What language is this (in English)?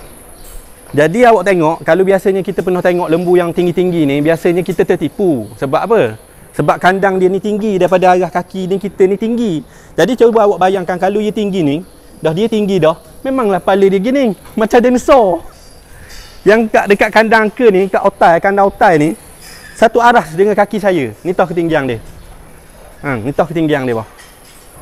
Malay